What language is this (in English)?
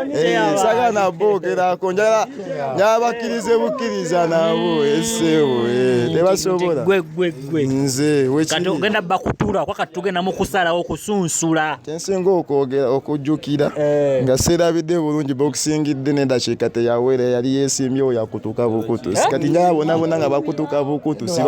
Ganda